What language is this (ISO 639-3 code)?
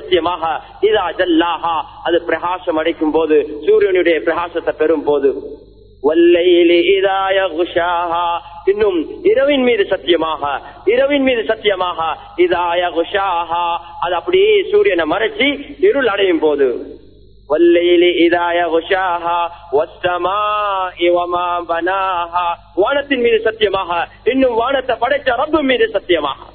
tam